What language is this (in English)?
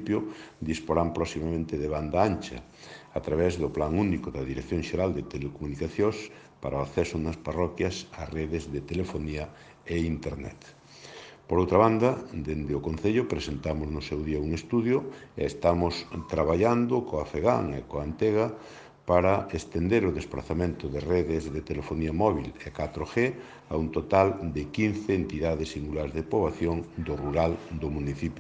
Galician